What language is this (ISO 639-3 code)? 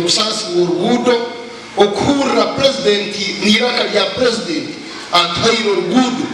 nyn